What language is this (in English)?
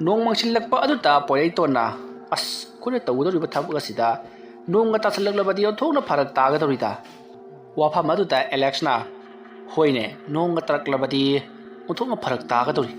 Manipuri